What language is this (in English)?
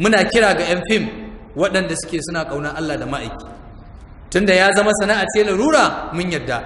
Hausa